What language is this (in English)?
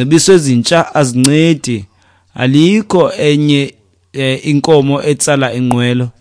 Xhosa